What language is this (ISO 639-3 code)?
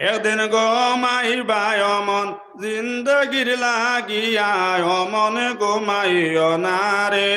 syl